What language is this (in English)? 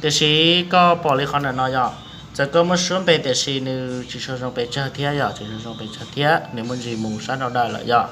Hmong